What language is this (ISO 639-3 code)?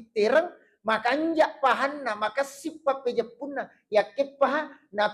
bug